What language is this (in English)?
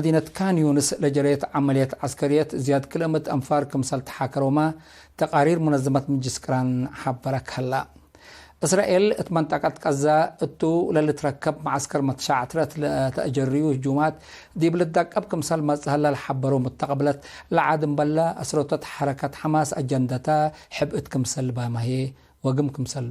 Tigre